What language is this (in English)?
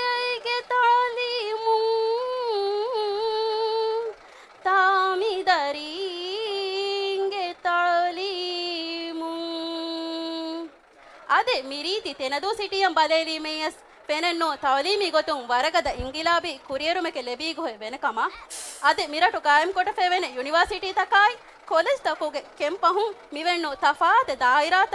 Divehi